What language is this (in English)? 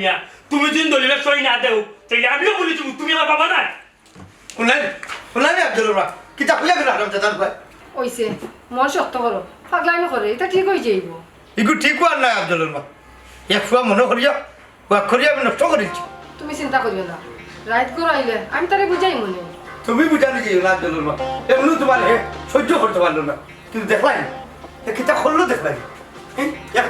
Sylheti